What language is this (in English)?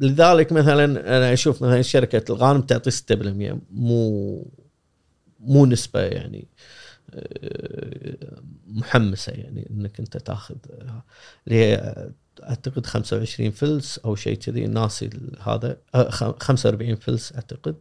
Gulf Arabic